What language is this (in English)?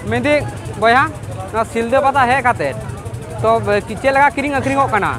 Santali